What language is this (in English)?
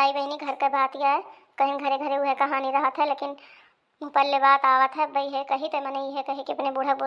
Awadhi